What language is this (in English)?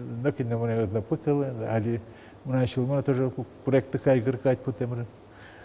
Udmurt